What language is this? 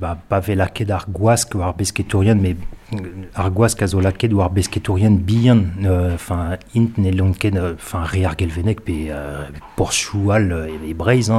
Breton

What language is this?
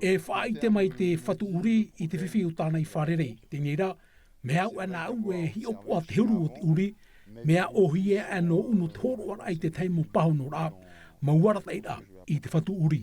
Tahitian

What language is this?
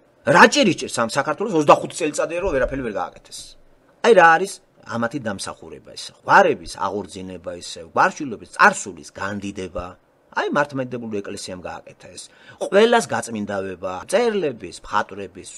Georgian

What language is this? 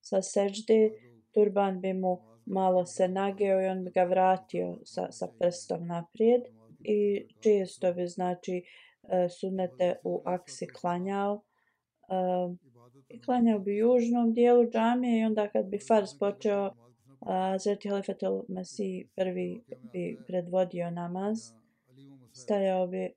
Bosnian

